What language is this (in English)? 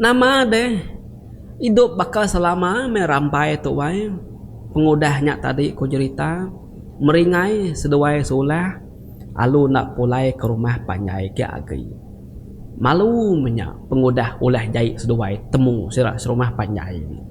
Iban